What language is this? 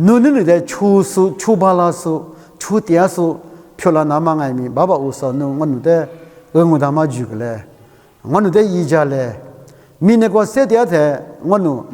Lisu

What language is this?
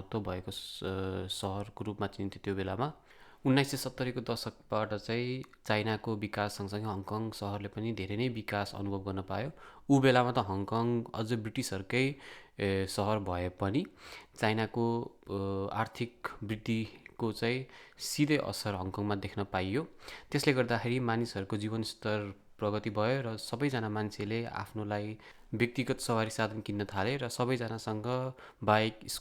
Nepali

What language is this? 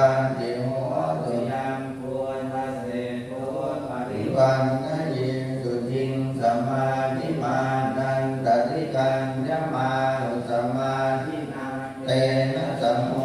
Pali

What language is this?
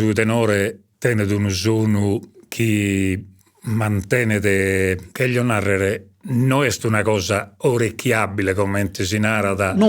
Sardinian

